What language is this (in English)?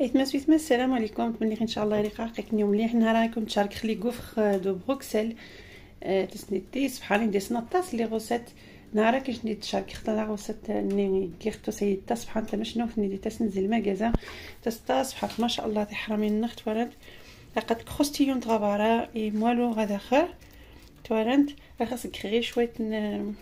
Algerian Arabic